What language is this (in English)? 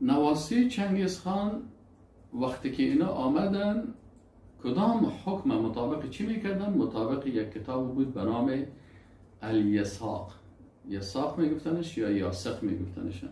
Persian